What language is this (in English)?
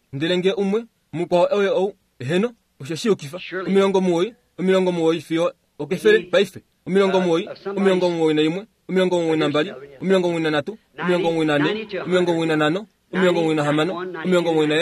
Kuanyama